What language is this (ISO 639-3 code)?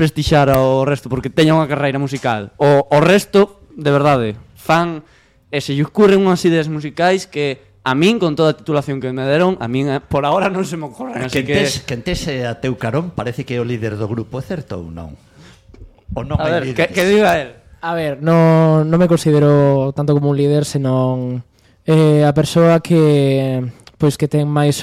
glg